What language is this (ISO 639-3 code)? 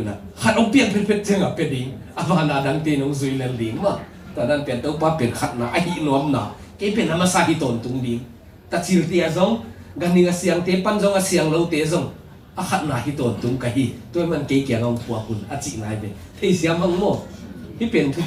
ctd